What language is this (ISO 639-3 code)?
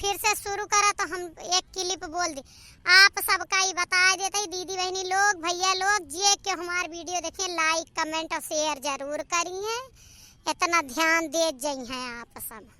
awa